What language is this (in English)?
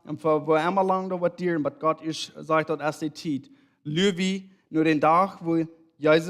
Plautdietsch